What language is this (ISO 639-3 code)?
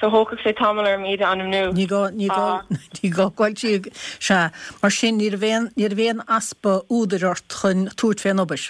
gle